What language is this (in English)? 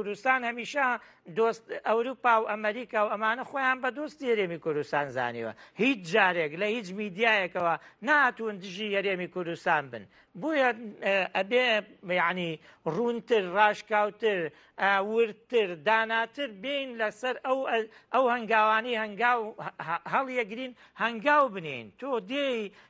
Central Kurdish